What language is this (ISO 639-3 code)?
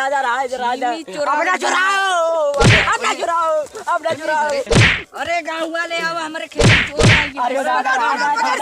awa